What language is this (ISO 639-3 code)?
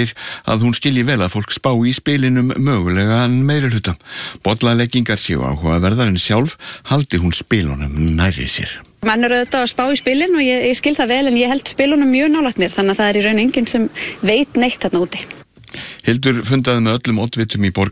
isl